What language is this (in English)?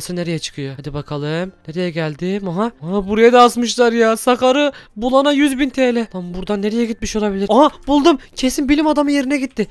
Turkish